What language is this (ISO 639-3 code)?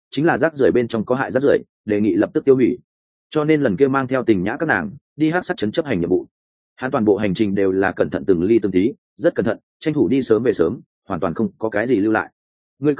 vie